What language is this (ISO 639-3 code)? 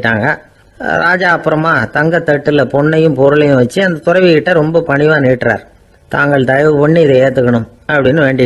tam